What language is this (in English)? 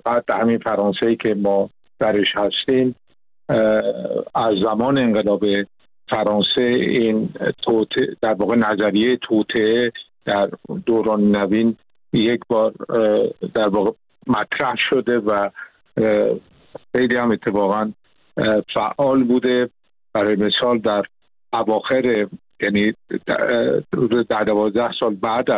Persian